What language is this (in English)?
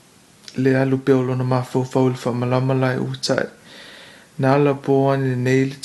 Samoan